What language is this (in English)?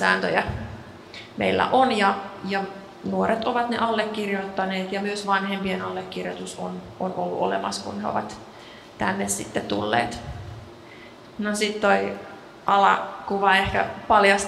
Finnish